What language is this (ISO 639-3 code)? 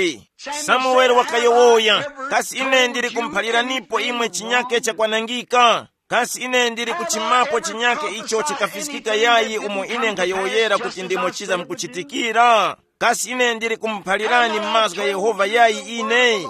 tum